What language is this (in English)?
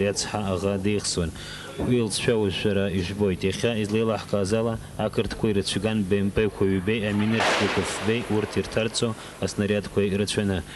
Abkhazian